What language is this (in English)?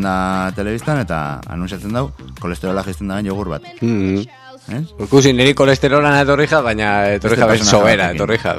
Basque